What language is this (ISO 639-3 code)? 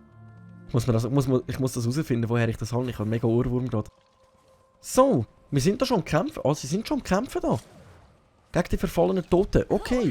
gsw